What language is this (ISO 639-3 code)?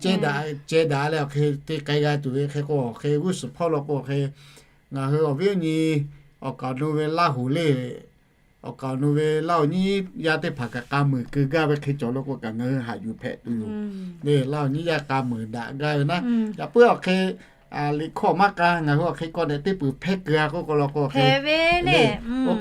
lhu